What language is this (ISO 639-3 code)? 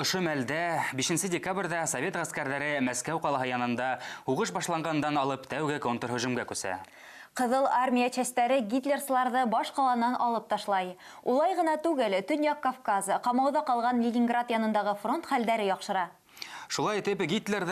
bak